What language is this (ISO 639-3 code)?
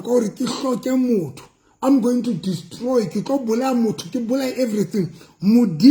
sot